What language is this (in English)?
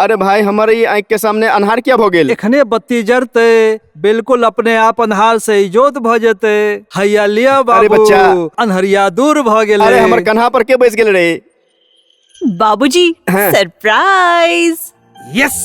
Maithili